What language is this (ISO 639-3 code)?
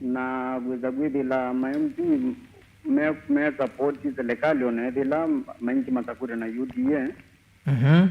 kam